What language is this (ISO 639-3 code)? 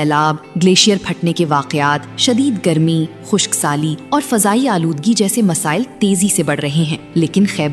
urd